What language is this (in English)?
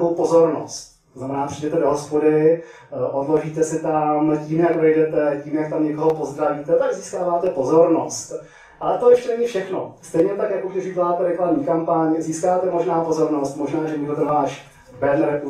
Czech